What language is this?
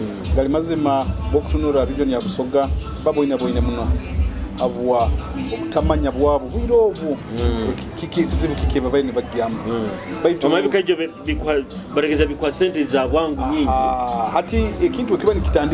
Nyoro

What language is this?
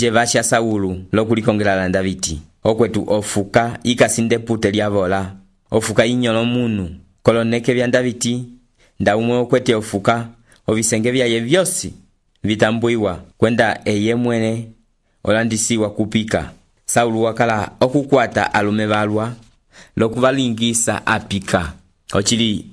Umbundu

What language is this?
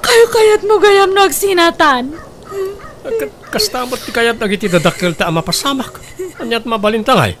Iloko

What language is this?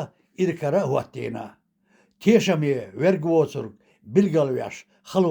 Chechen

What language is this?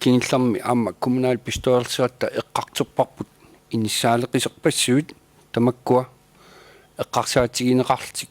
Kalaallisut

